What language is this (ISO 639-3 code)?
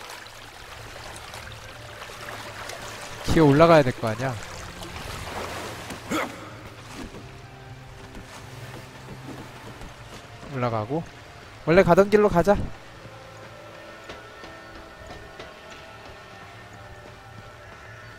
kor